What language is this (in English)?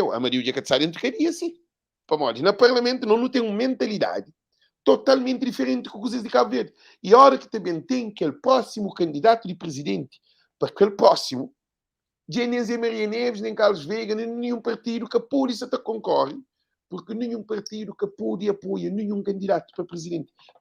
Kabuverdianu